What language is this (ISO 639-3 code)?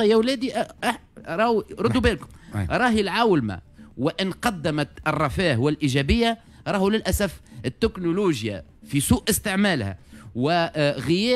aeb